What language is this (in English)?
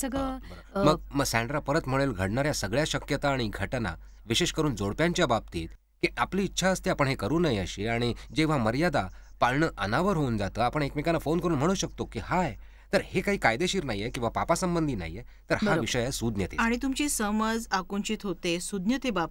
Marathi